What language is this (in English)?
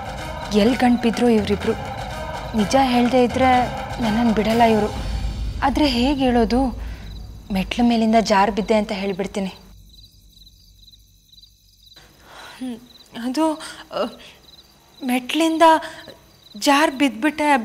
Kannada